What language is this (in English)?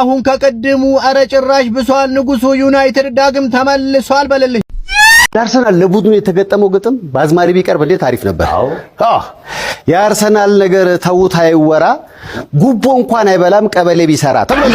Amharic